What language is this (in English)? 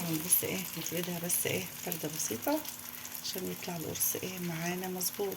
Egyptian Arabic